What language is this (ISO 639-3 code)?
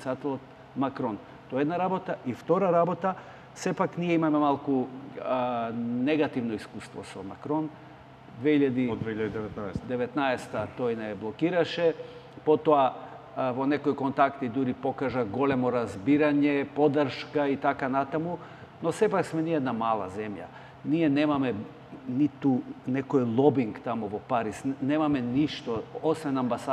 mkd